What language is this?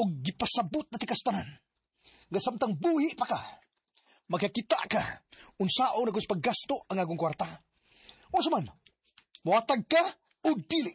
Cebuano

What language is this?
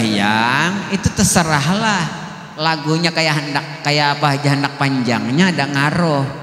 Banjar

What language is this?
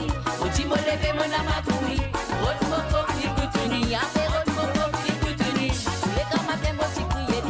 Morisyen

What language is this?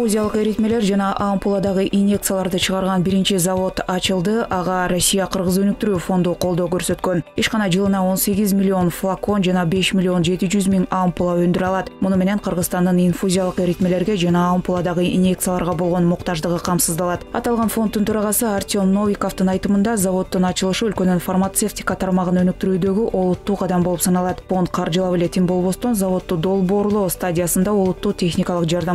Kyrgyz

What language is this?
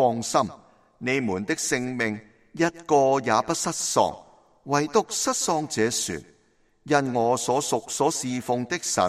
Cantonese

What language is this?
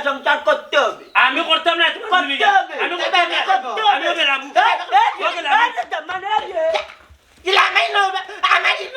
Sylheti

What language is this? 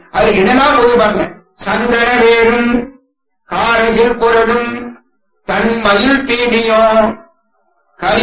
Tamil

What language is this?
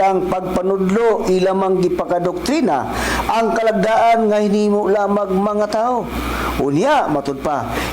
Cebuano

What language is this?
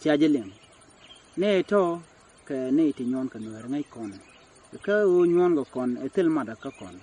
Nuer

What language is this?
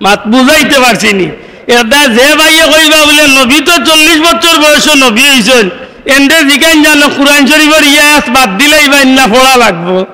Sylheti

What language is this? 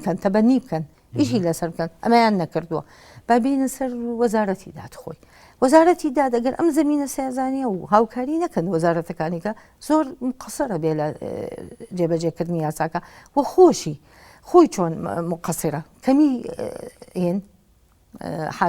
Central Kurdish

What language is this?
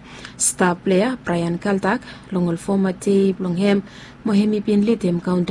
Bislama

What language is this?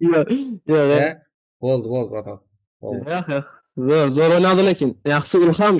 Kara-Kalpak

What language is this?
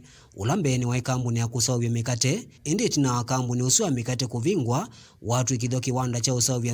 Kamba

